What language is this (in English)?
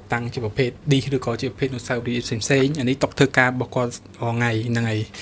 Khmer